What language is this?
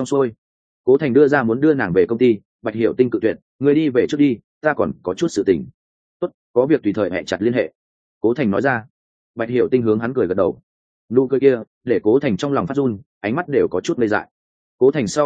Vietnamese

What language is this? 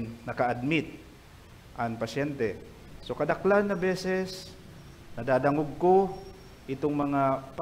Bikol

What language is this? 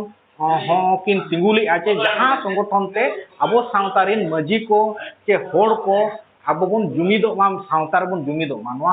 Santali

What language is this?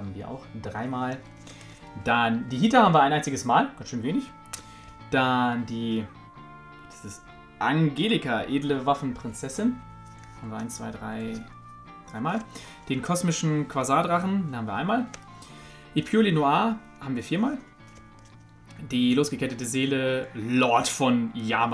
German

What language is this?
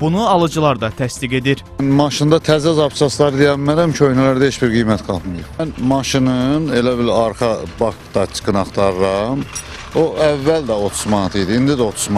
Azerbaijani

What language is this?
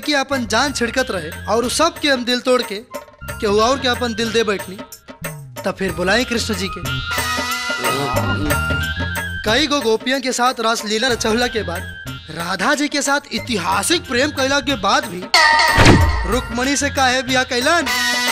Bhojpuri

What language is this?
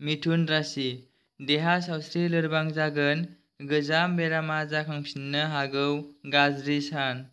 Bodo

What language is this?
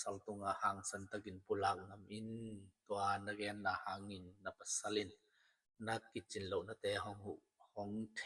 Tedim Chin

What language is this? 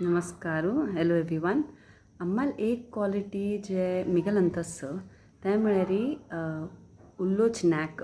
Konkani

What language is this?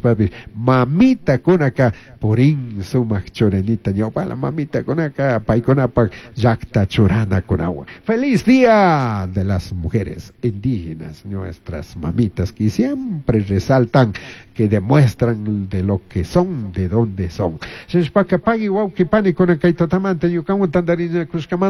Chimborazo Highland Quichua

